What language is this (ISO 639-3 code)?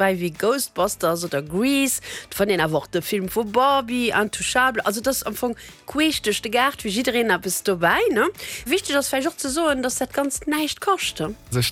ltz